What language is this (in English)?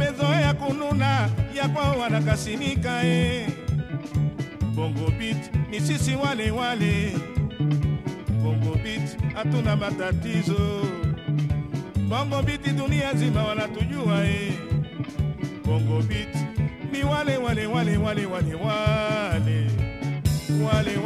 Swahili